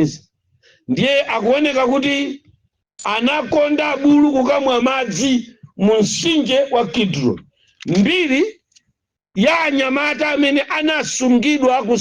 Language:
Nyanja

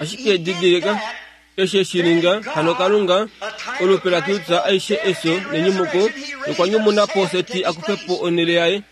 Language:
Kuanyama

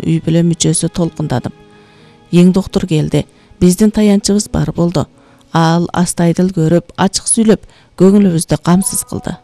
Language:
Kyrgyz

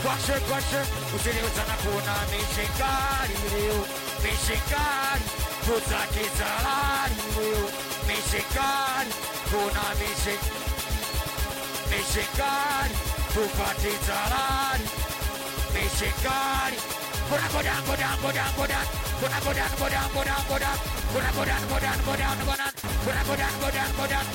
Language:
Swahili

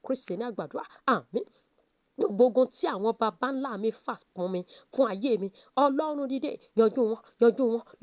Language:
Yoruba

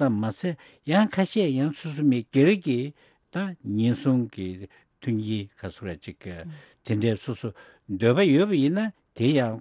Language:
Tibetan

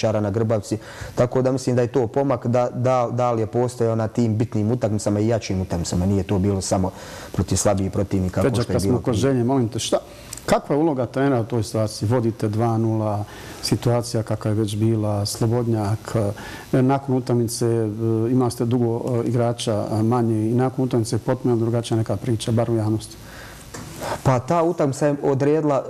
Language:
Bosnian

